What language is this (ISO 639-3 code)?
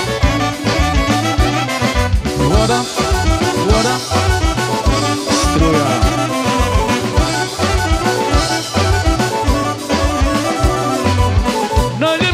hrv